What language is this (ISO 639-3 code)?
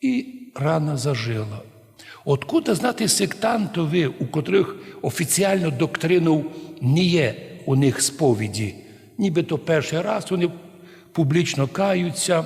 rue